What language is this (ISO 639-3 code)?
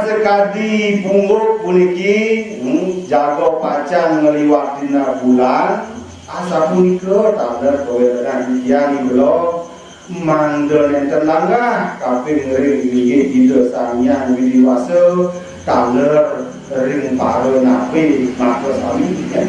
ban